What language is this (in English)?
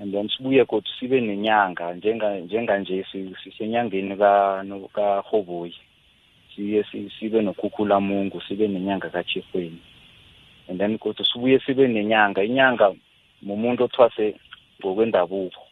South Ndebele